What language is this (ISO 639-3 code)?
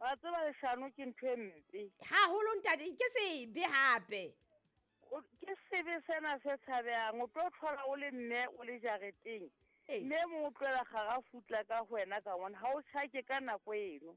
sot